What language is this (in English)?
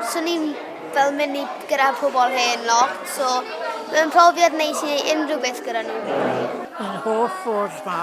Welsh